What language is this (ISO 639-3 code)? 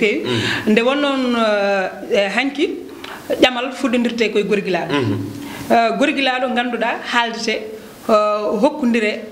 ful